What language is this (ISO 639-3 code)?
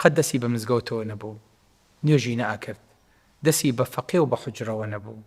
ckb